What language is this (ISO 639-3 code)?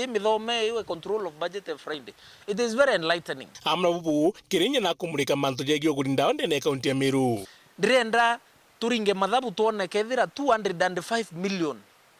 mer